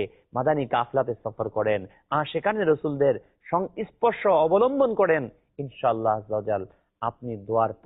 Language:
Bangla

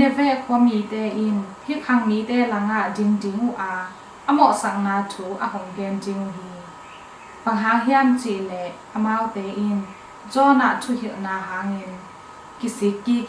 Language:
Tedim Chin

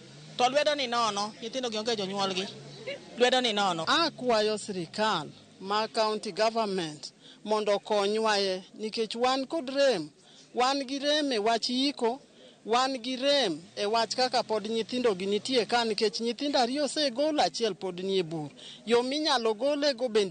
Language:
Luo (Kenya and Tanzania)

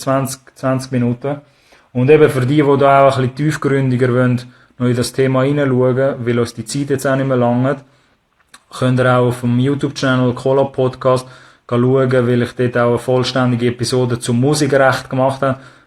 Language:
Swiss German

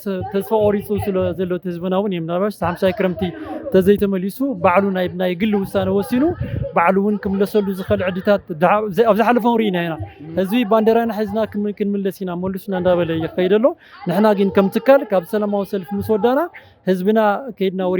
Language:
Tigrinya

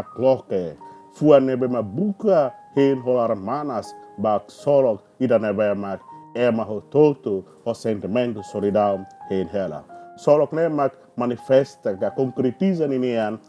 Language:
Tetum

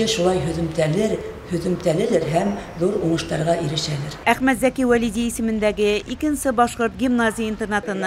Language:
Bashkir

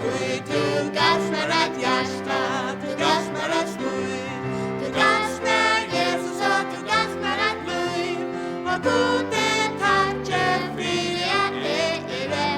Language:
Faroese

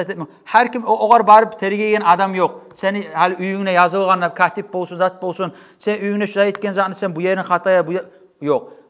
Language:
Kumyk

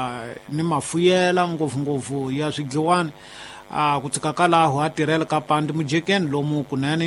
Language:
Tsonga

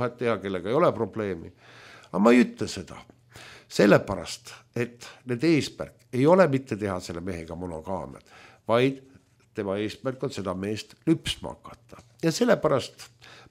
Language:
Estonian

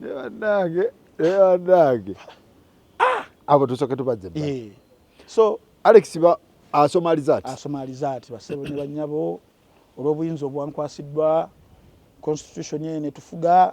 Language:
Ganda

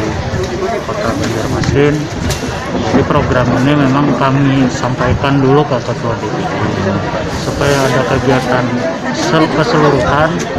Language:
Banjar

